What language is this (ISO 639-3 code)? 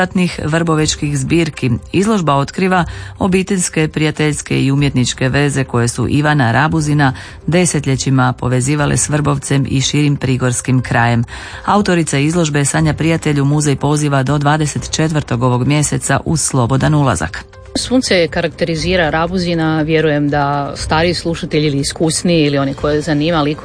hrv